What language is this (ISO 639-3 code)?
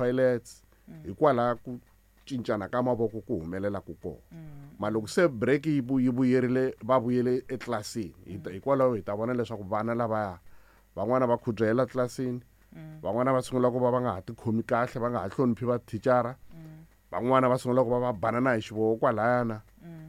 tso